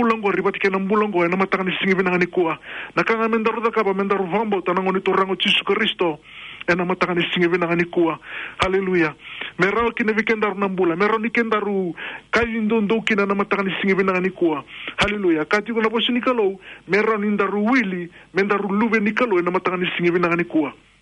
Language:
Fijian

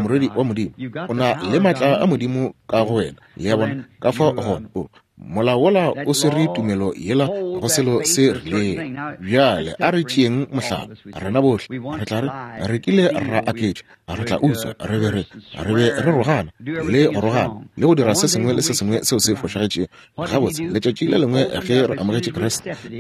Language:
Northern Sotho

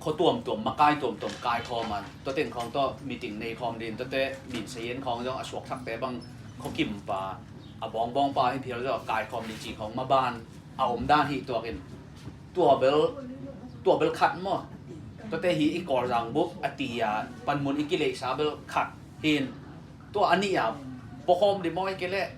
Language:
Tedim Chin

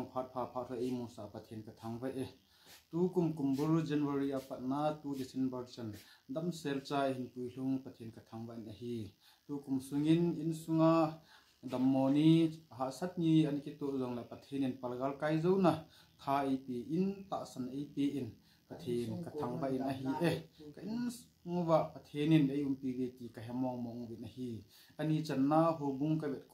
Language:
Thado Chin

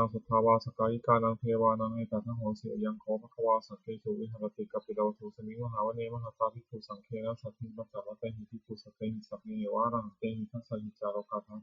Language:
Pali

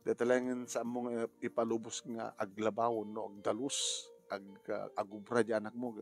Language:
Iloko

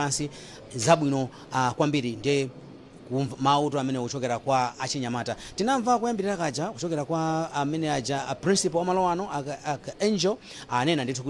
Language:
Nyanja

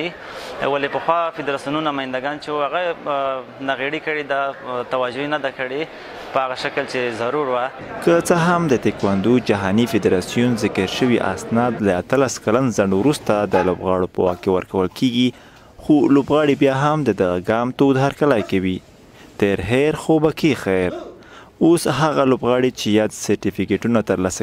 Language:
Pashto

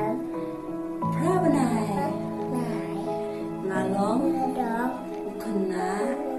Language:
Khasi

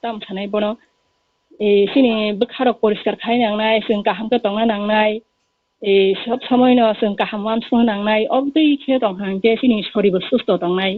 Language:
Kok Borok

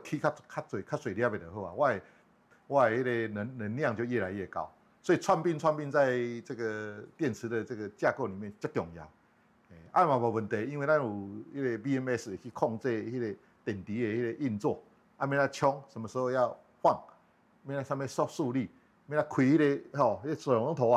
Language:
Min Nan Chinese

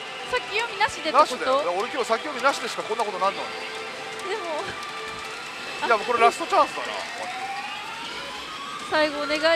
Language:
Japanese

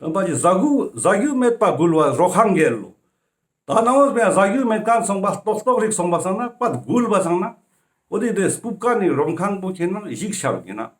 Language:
Ladakhi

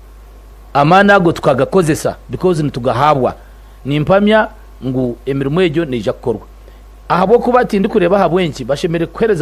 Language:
Nyankole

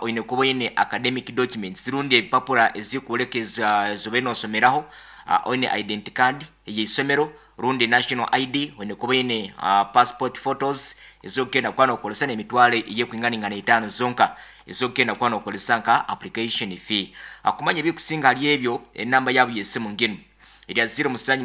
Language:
Nyankole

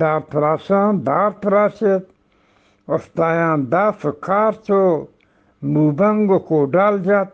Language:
Eastern Balochi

